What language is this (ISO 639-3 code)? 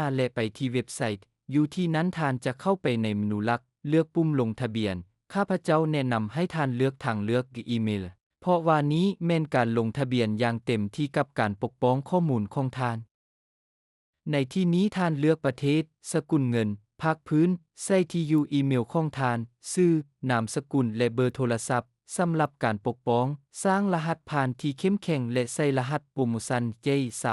lao